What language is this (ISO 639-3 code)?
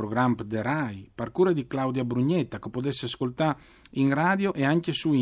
fur